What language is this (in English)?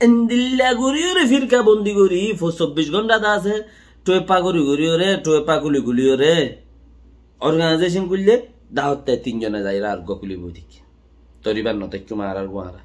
Rohingya